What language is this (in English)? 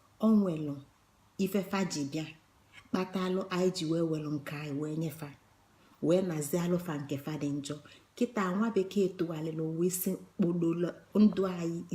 Igbo